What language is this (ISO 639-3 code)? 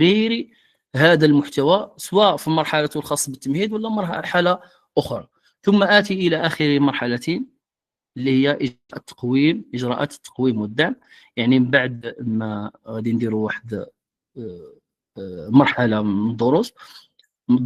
ary